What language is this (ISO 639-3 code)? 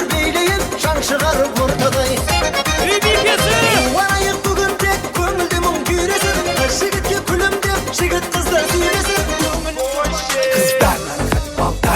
kaa